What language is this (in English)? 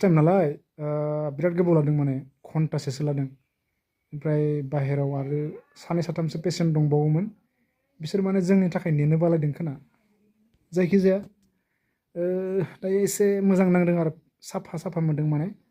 Bodo